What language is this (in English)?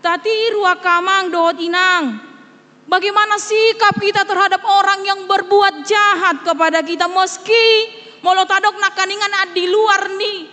Batak Toba